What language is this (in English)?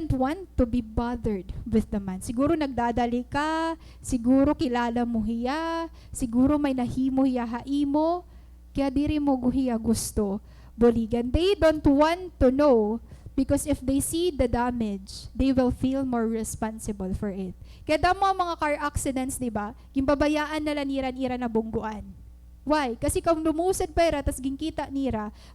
Waray